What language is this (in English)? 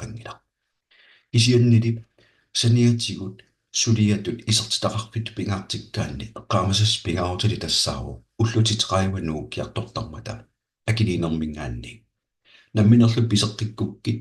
Kalaallisut